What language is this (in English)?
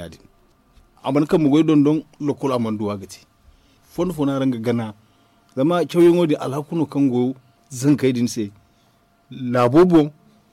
Zarma